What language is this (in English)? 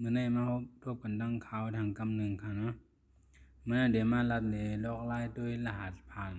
Shan